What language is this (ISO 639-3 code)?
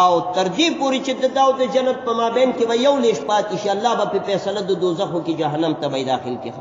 pus